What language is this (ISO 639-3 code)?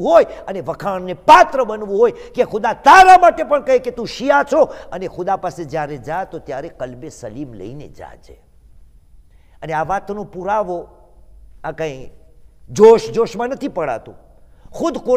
guj